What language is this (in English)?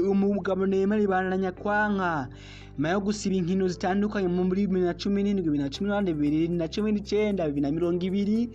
Rundi